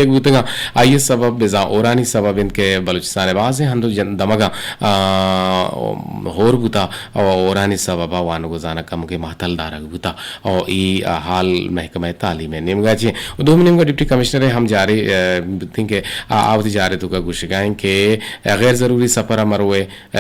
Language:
Eastern Balochi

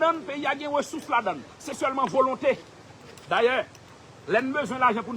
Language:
Haitian Creole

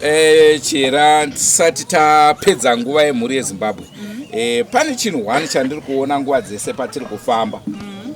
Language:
Shona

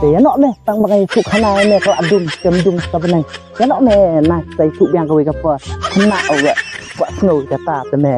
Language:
Khasi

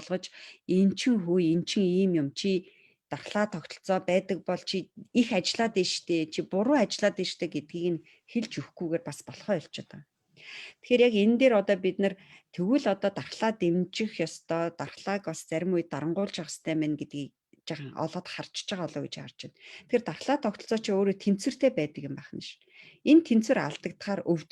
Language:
Mongolian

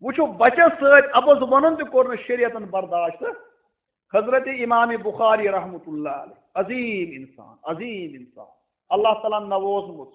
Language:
Kashmiri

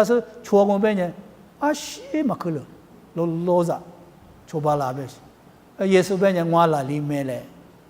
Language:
Lisu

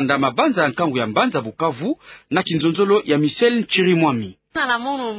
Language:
Kituba (Democratic Republic of Congo)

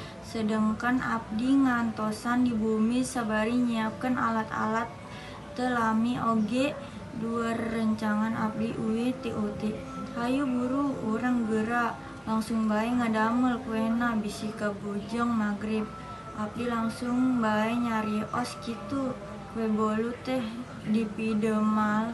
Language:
Sundanese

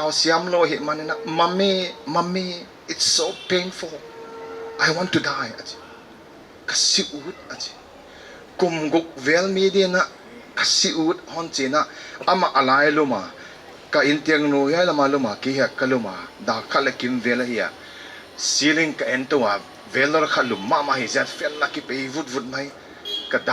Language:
Paite Chin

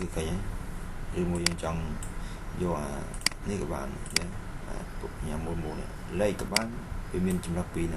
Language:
Khmer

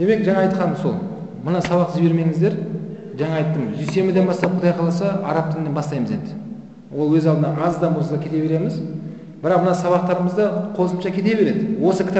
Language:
Kazakh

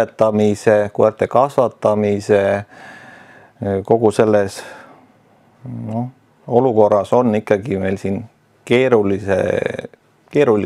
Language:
Estonian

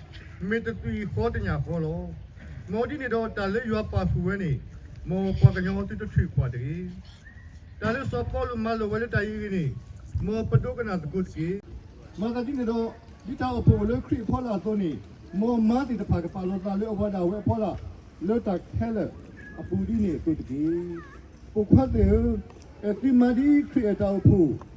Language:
S'gaw Karen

